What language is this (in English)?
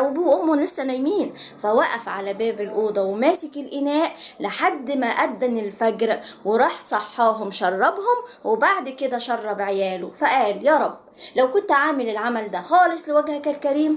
Egyptian Arabic